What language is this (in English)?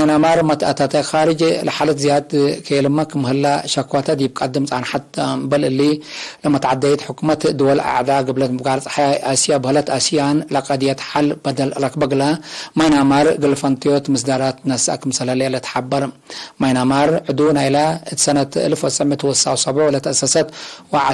Tigre